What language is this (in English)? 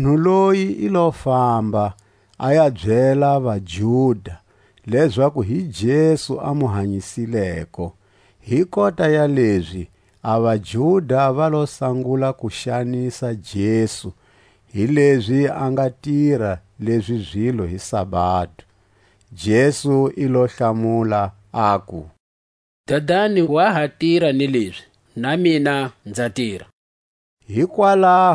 Tswa